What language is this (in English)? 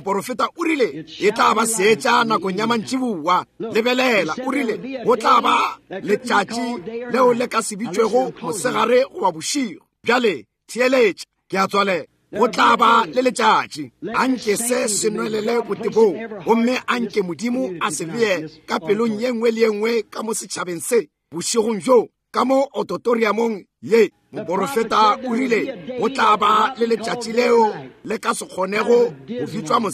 Northern Sotho